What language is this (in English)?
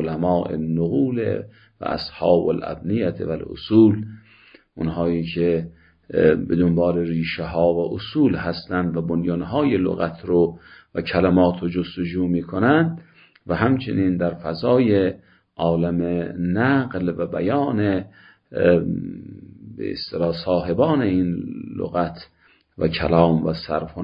Persian